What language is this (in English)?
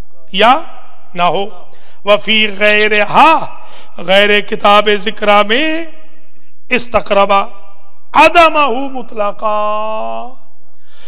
Urdu